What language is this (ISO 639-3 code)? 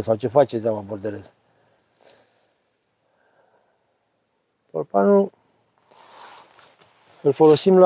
ron